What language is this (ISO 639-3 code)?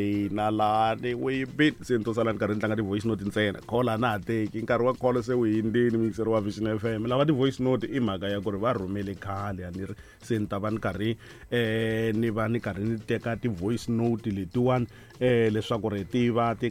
tso